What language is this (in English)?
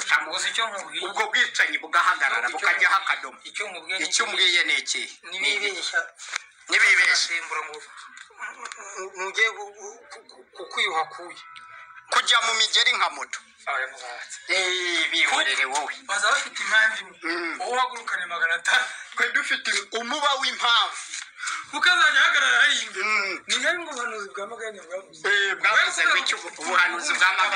Kinyarwanda